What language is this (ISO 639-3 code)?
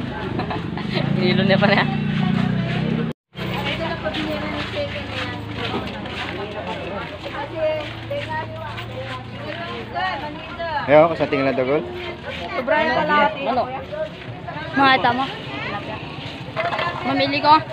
fil